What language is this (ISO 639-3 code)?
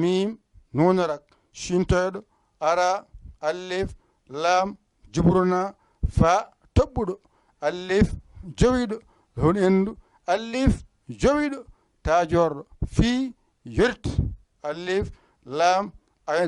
ful